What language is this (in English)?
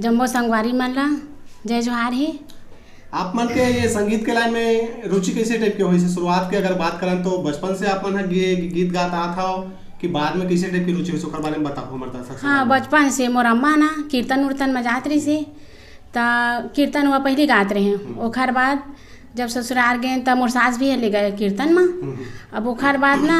Chhattisgarhi